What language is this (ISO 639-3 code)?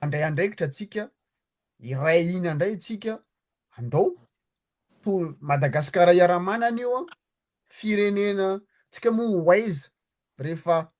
mlg